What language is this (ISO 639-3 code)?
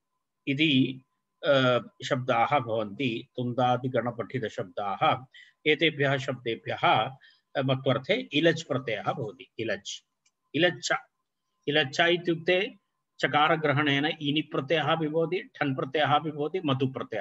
san